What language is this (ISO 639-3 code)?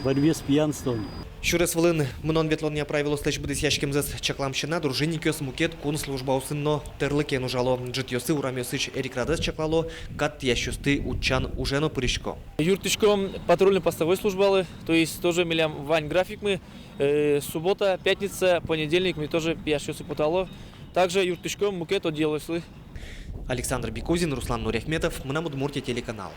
udm